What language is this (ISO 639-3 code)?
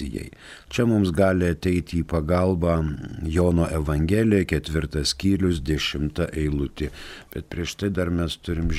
lit